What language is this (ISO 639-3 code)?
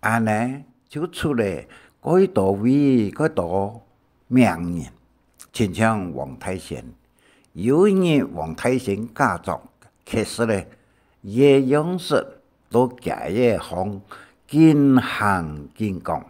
hak